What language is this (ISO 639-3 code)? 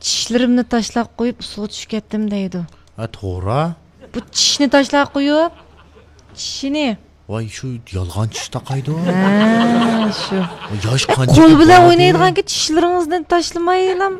uig